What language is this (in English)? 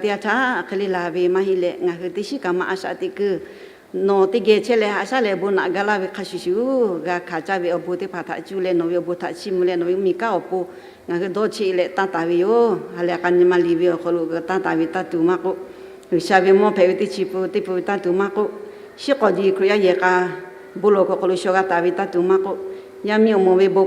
Lahu